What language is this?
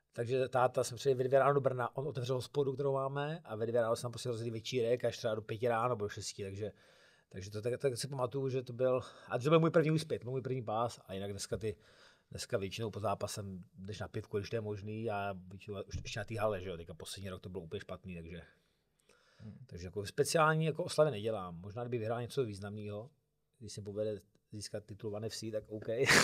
Czech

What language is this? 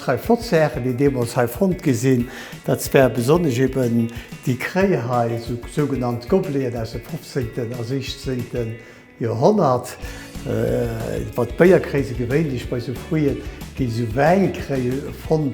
Luxembourgish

